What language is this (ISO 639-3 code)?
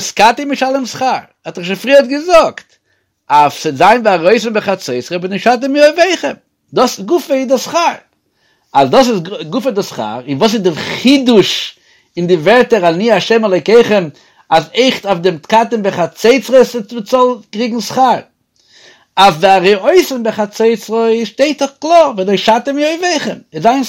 yid